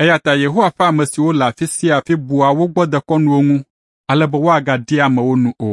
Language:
Ewe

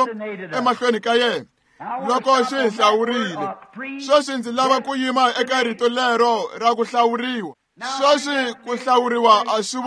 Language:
Tsonga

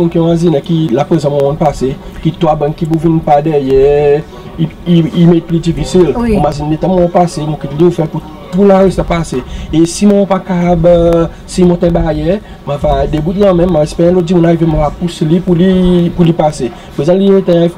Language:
Seselwa Creole French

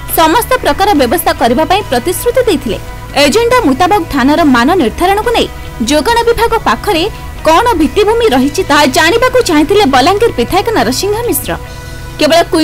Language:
Odia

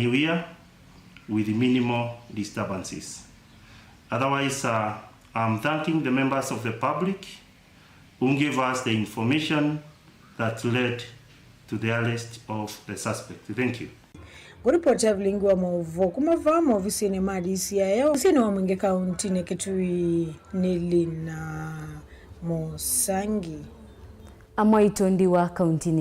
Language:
Kamba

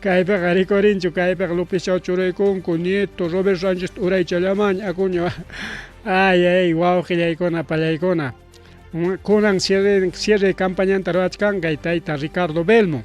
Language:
Ayacucho Quechua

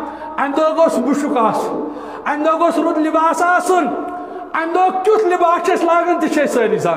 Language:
Kashmiri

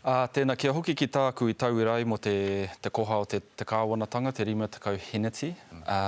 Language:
Māori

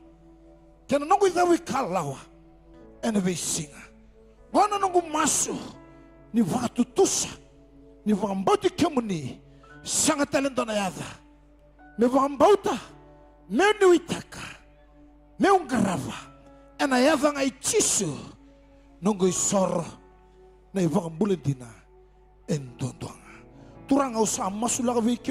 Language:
Fijian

